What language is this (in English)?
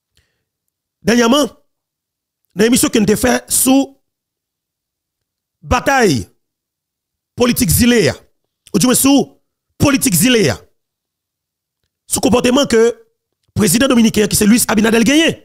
French